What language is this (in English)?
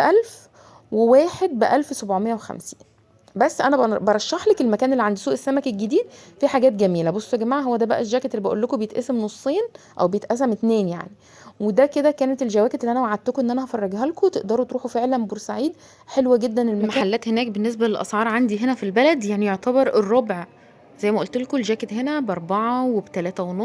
Egyptian Arabic